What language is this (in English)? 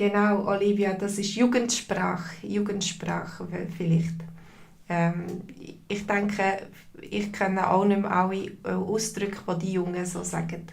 Swiss German